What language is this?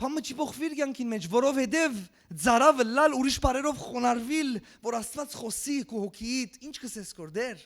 Western Armenian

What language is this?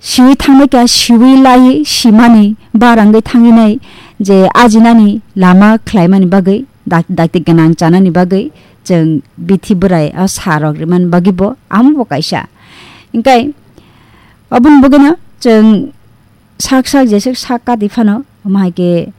Kok Borok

